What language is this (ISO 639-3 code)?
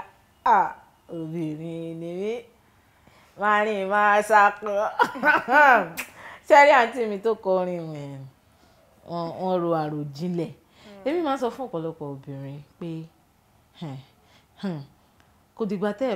yor